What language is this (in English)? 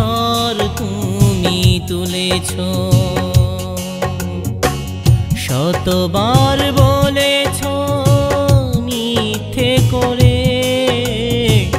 Bangla